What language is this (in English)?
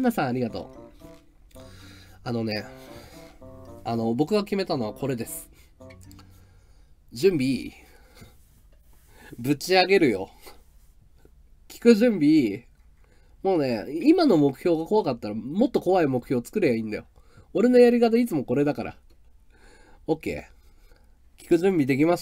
Japanese